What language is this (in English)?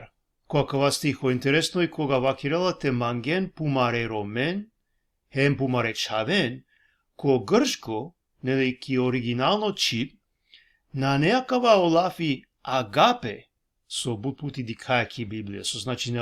Balkan Romani